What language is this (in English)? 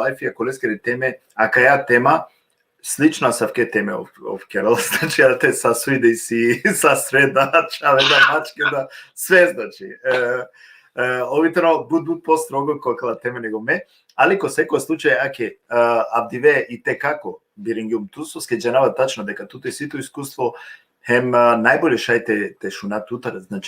Balkan Romani